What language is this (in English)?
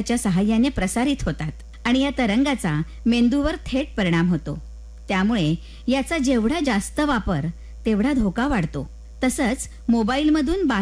Marathi